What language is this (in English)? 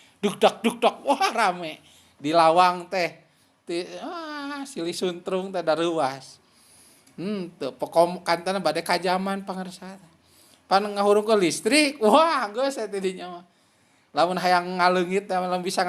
Sundanese